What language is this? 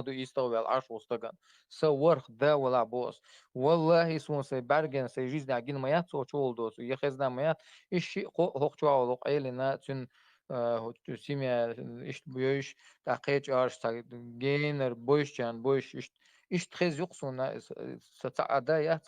Chechen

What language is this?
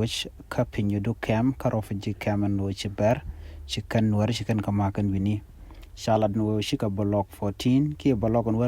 Nuer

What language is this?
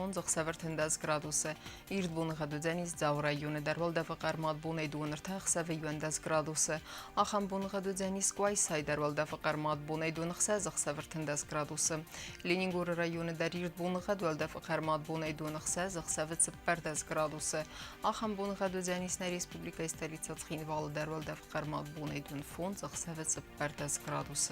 Ossetic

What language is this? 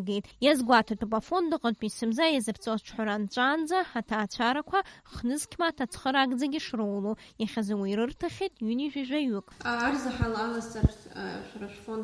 Abkhazian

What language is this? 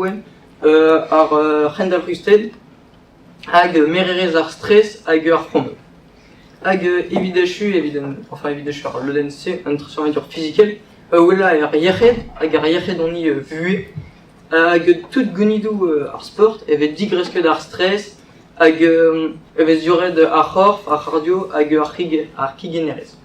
Breton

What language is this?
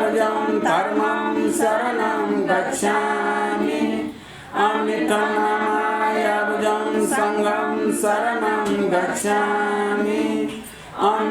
Newari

